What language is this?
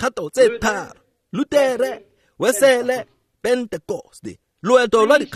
Tswana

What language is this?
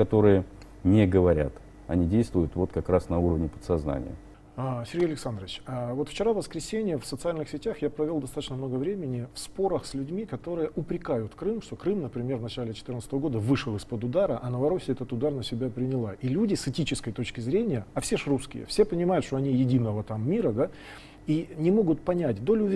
Russian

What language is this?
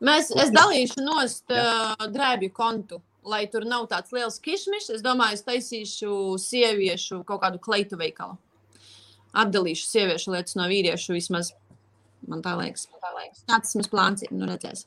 Latvian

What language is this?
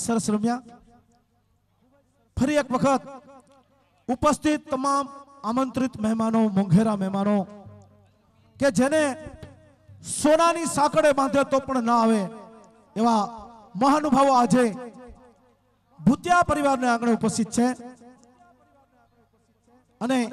Gujarati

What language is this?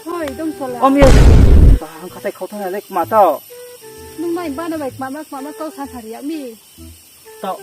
Riang (India)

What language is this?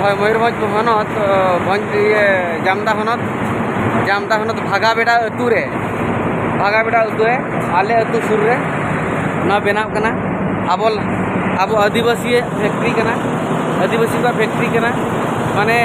Santali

